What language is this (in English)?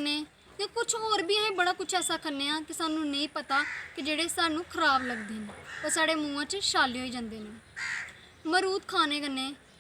Dogri